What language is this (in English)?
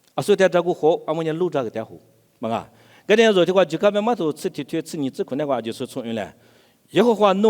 Lisu